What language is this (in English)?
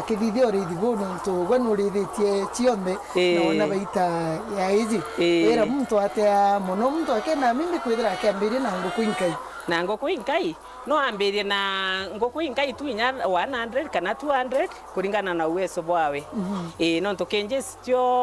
Meru